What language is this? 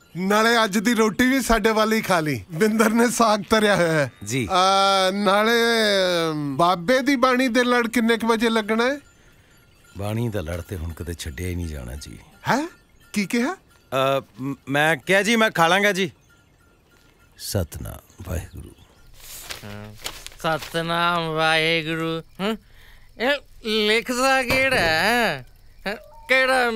Punjabi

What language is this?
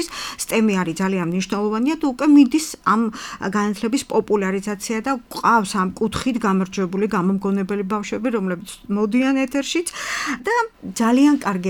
Georgian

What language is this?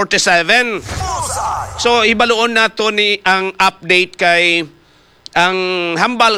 Hiligaynon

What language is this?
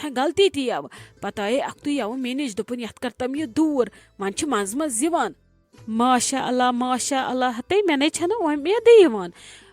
Kashmiri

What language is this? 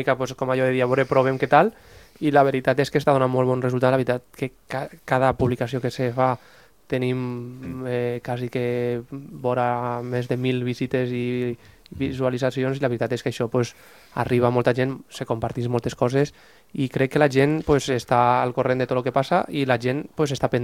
Catalan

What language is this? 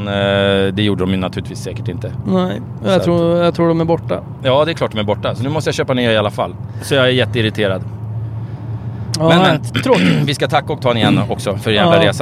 Swedish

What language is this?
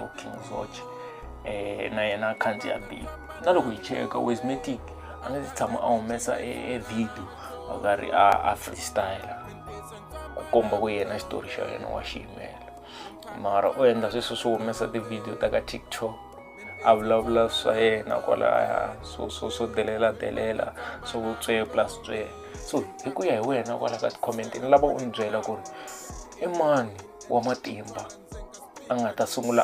Tsonga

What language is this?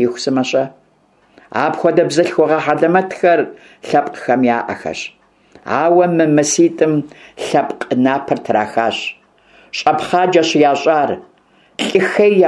Kabardian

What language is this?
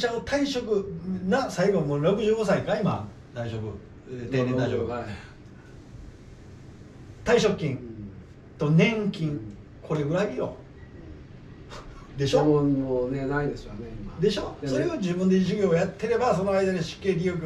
Japanese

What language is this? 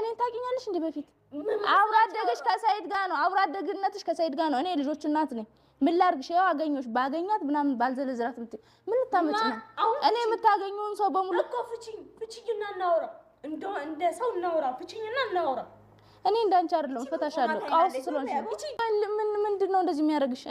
Amharic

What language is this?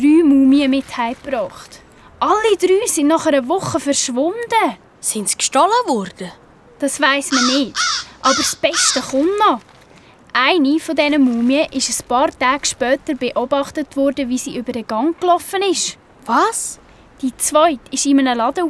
Swiss German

